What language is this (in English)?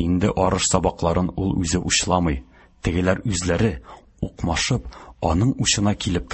Tatar